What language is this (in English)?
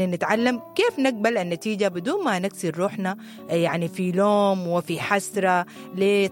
Sudanese Arabic